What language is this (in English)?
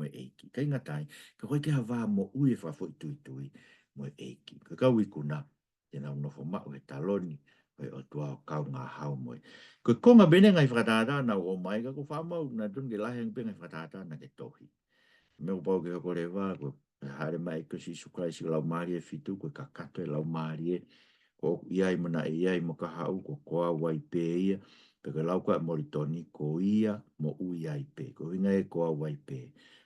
Tongan